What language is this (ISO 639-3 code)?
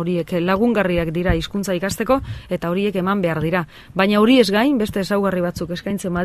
eus